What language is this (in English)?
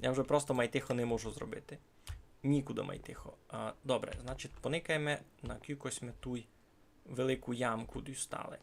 Rusyn